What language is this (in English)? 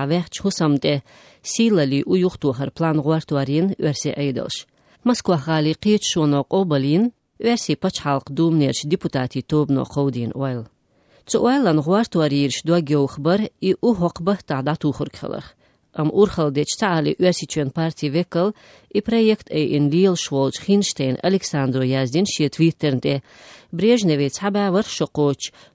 Chechen